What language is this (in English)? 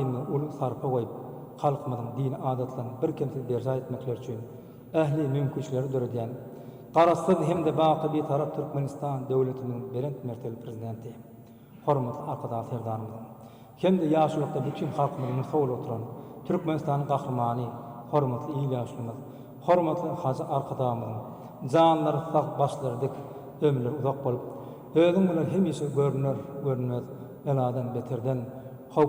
Turkmen